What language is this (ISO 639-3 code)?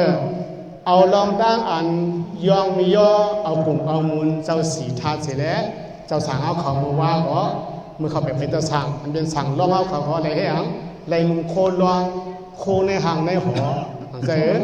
shn